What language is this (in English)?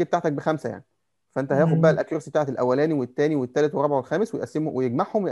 Egyptian Arabic